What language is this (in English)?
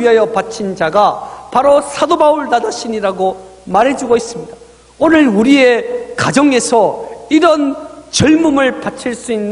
Korean